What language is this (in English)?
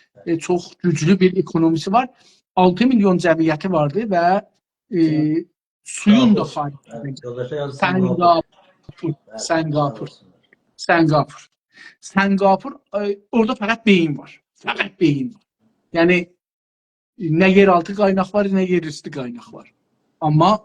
South Azerbaijani